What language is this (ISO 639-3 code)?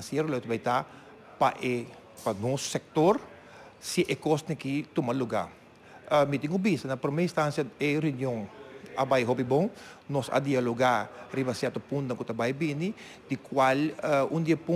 pap